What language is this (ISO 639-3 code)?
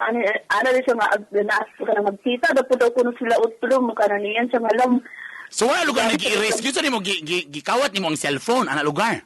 ceb